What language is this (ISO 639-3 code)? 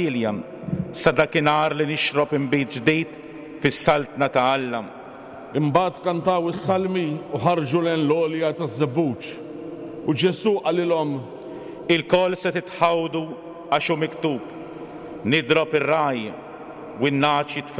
mlt